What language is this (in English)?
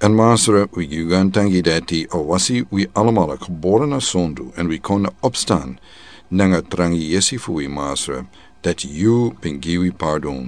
Sranan Tongo